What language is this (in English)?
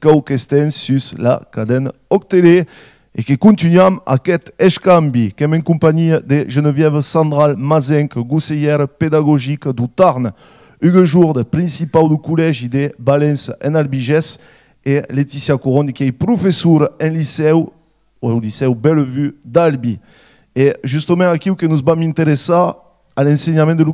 Occitan